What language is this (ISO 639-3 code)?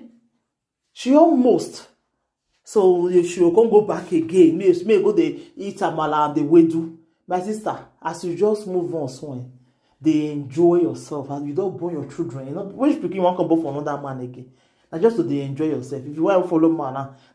pcm